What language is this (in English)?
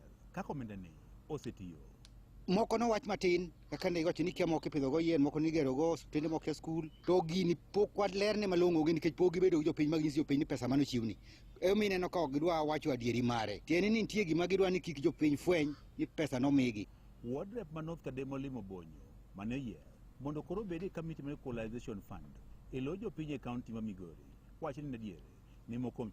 Luo (Kenya and Tanzania)